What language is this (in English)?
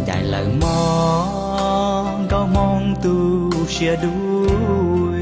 Hmong